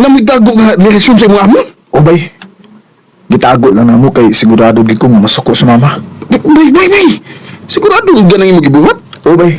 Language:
Cebuano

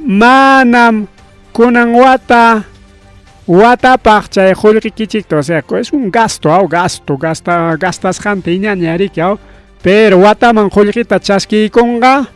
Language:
Ayacucho Quechua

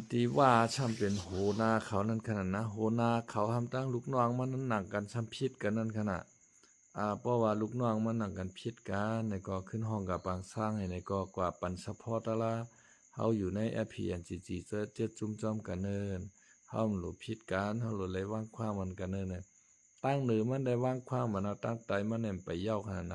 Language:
Shan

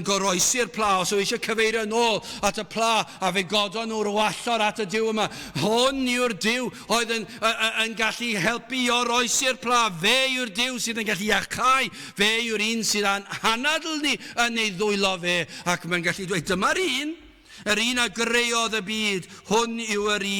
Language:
Welsh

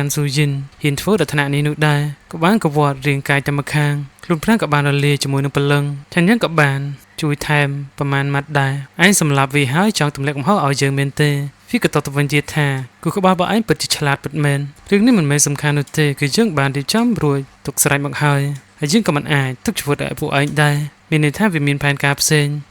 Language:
Khmer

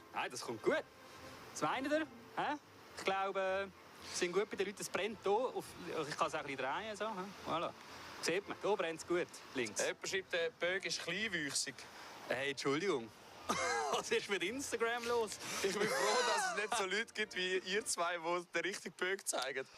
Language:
Swiss German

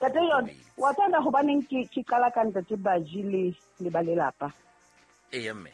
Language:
Southern Sotho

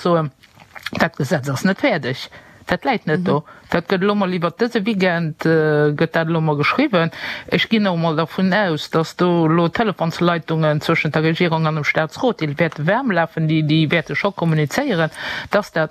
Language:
Luxembourgish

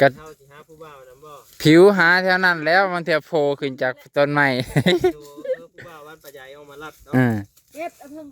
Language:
Lao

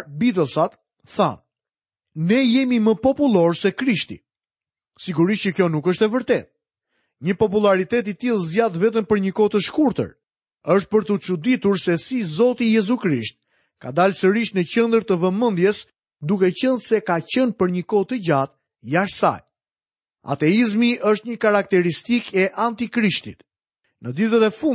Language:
Albanian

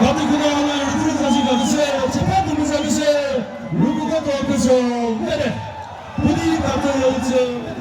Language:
Chokri Naga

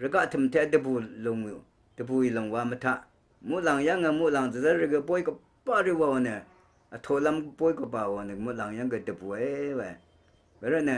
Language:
Rawang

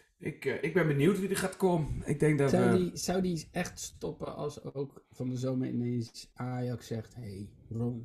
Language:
Dutch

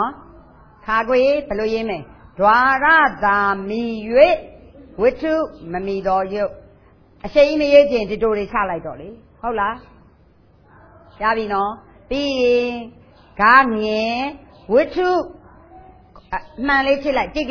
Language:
Burmese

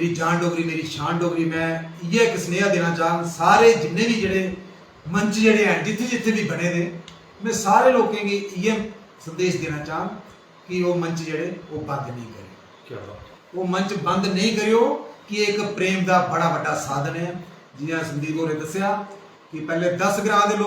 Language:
Dogri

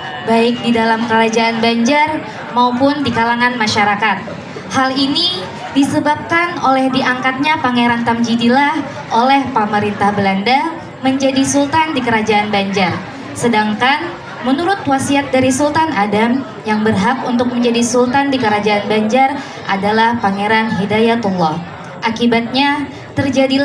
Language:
Banjar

